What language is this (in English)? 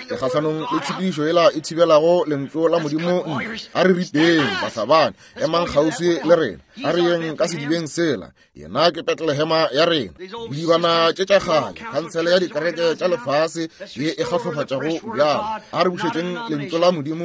Northern Sotho